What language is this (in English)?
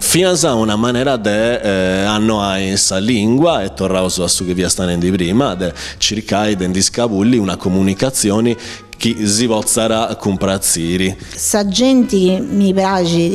Sardinian